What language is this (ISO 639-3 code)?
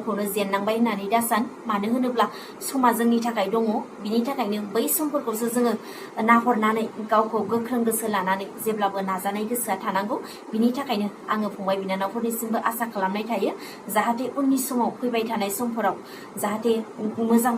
brx